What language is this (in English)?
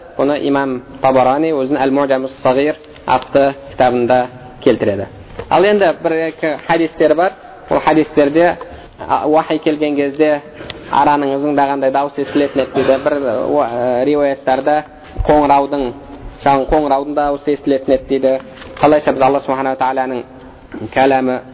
Kazakh